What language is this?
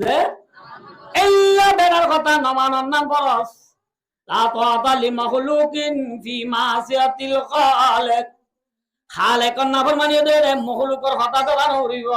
Rohingya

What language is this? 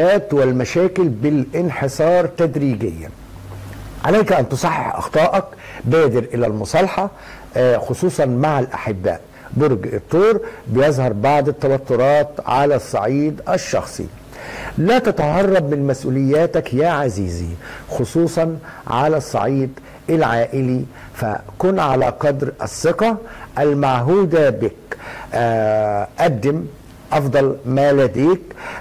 Arabic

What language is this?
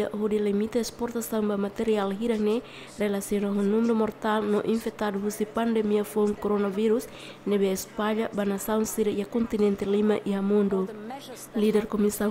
Tetum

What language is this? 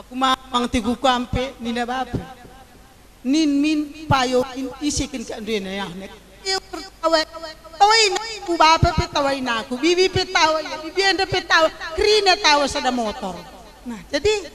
Batak Karo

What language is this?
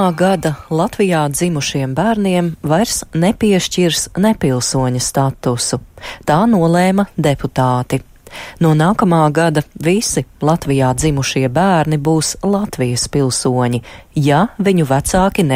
Latvian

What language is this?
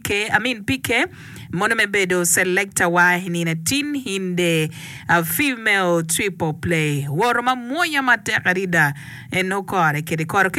Acoli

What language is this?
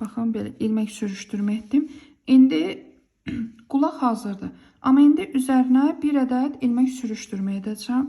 Azerbaijani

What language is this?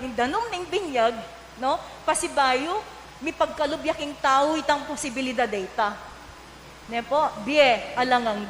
Pampanga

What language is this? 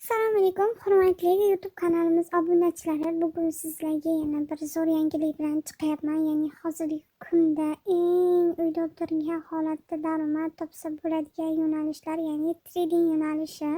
Uzbek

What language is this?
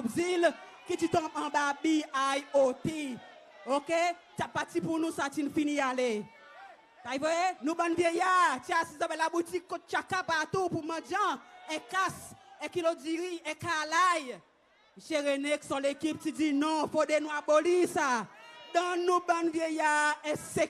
Seselwa Creole French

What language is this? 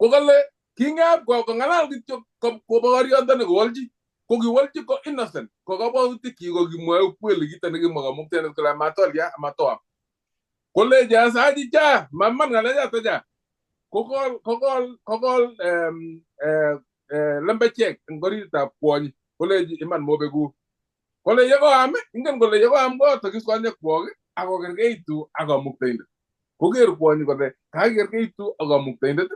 Kalenjin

